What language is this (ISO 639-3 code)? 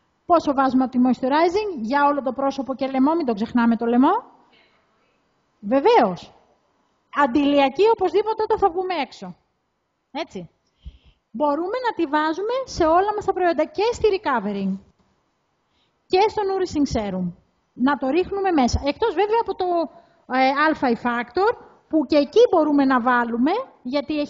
ell